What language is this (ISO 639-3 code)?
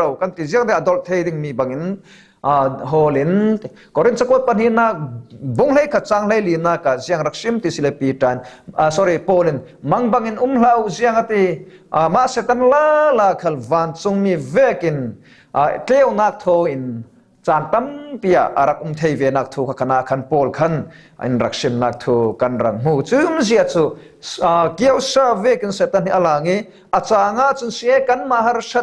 cfm